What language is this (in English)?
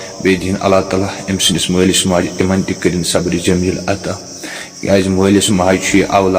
Kashmiri